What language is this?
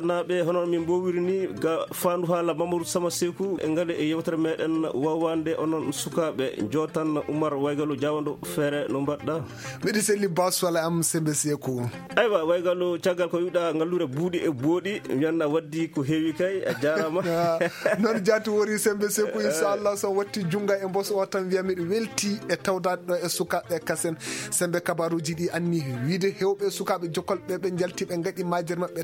Fula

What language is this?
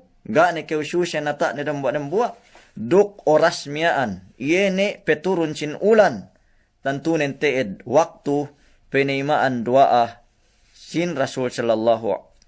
Yakan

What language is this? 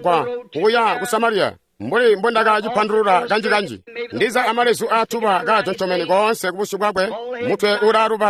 Tonga (Zambia)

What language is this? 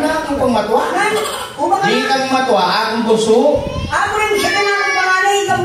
Pampanga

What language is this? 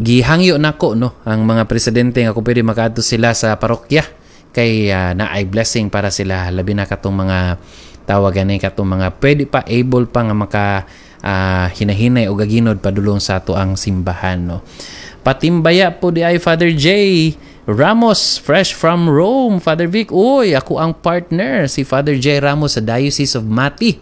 Cebuano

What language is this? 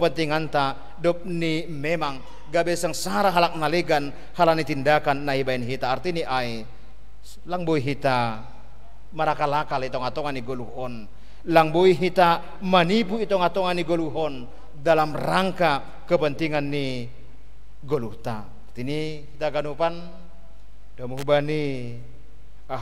Batak Simalungun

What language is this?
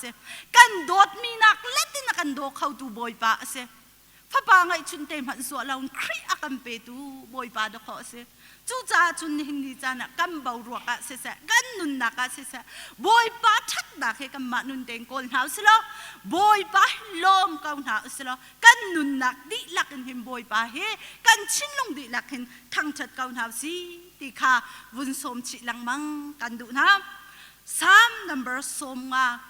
Hakha Chin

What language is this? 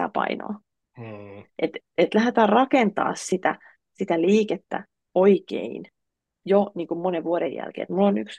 Finnish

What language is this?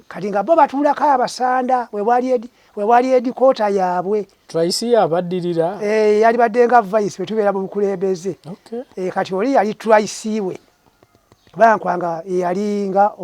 Ganda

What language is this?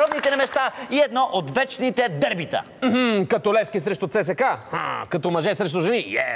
Bulgarian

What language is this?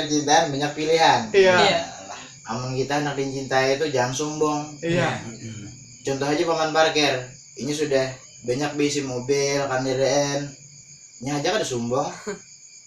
Banjar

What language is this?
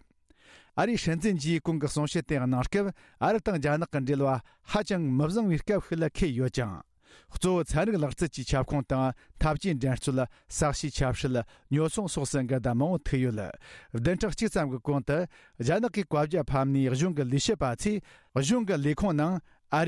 Tibetan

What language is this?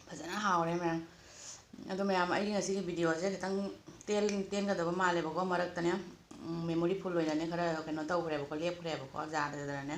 Manipuri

